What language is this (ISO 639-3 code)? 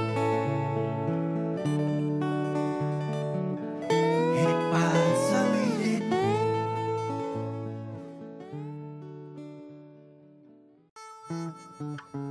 tha